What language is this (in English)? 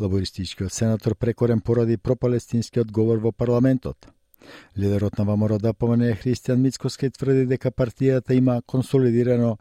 Macedonian